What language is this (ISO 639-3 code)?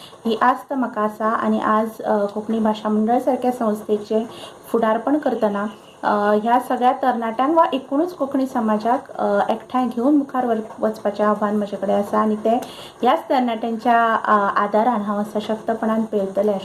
kok